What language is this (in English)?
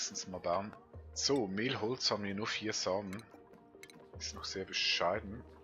Swiss German